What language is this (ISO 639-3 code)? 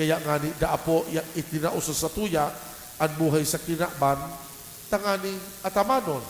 bik